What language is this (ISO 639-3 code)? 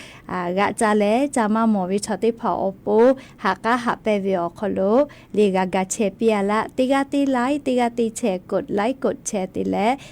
lhu